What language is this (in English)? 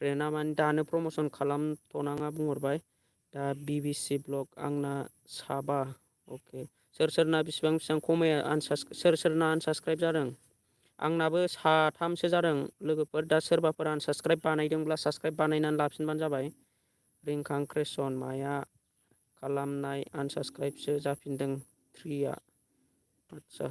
Bodo